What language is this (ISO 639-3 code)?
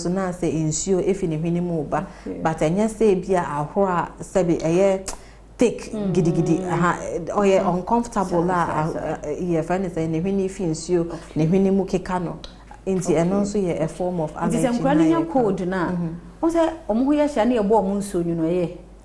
aka